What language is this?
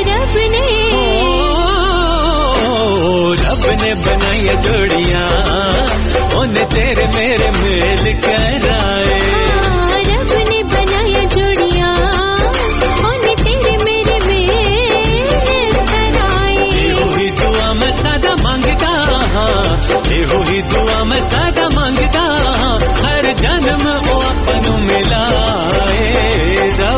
Punjabi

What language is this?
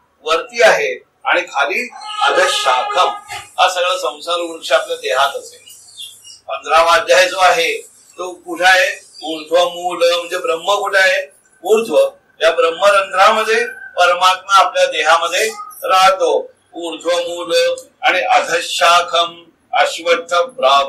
Marathi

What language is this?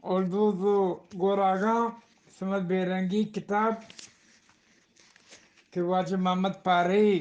Eastern Balochi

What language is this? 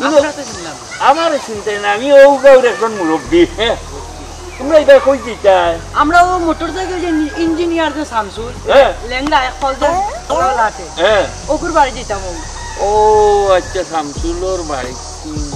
Sylheti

